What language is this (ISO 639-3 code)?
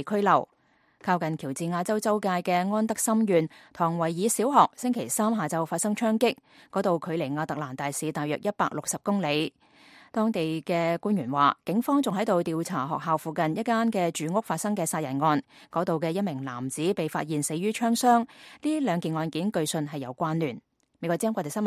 yue